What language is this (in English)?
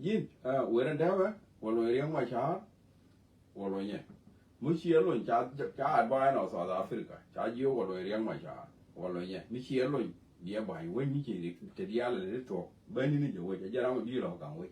Nuer